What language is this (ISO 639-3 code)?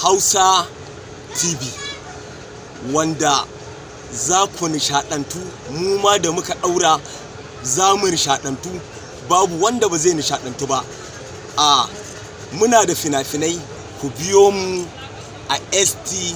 hau